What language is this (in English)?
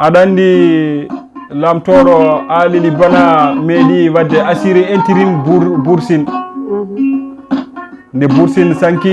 Fula